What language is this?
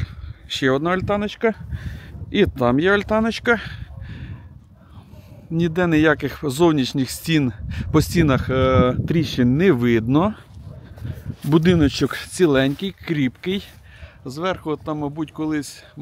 Ukrainian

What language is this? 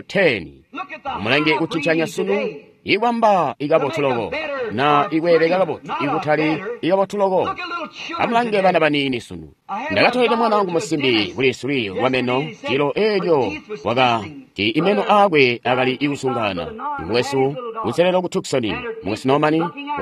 Tonga (Zambia)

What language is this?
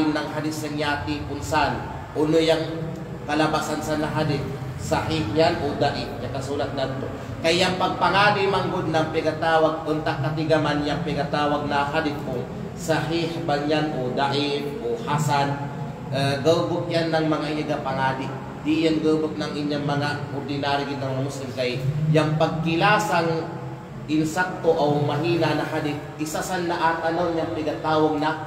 Kalagan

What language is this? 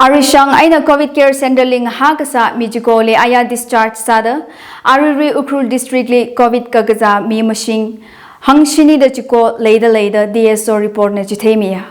Tangkhul Naga (India)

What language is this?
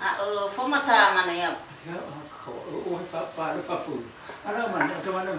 Nias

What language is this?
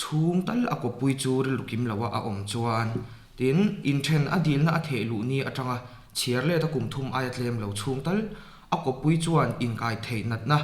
Mizo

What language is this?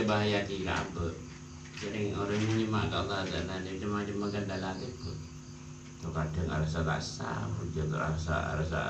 Madurese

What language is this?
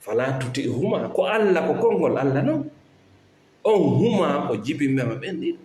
Fula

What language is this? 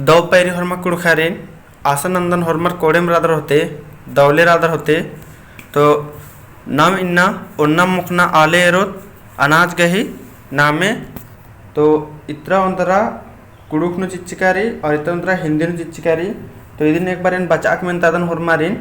Kurukh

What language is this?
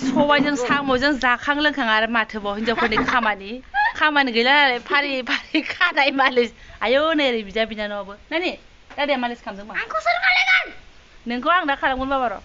Bodo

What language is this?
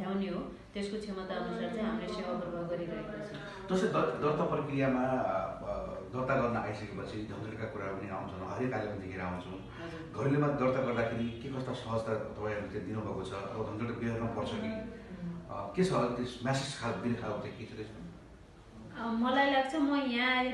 Nepali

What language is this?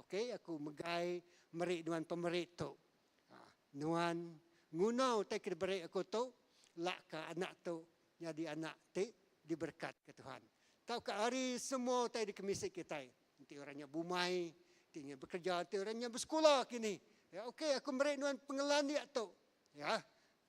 Iban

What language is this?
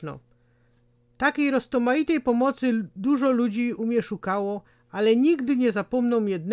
Silesian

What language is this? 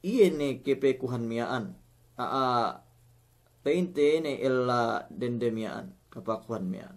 Yakan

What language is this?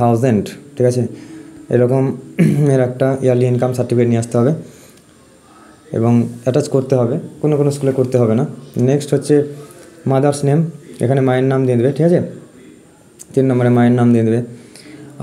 Bangla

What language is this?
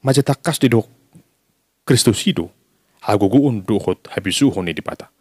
Batak Toba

